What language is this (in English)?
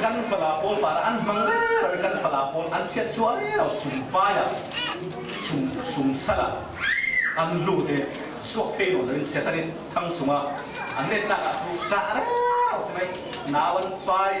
Falam Chin